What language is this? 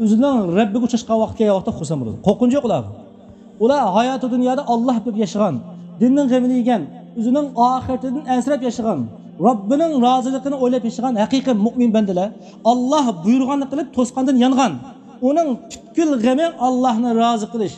Uyghur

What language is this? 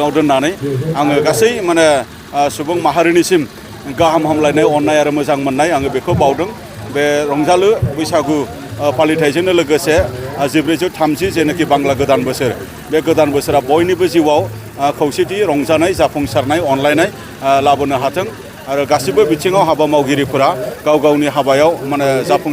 Bodo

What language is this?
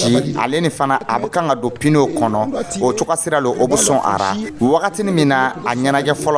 Dyula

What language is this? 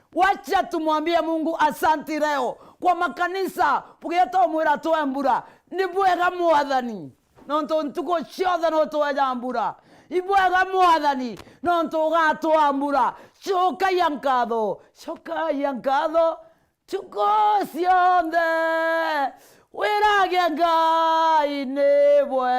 Meru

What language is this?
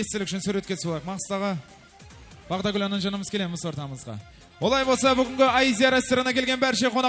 Kara-Kalpak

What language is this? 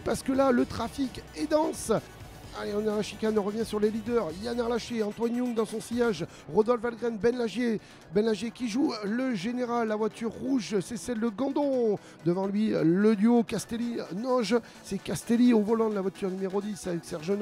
French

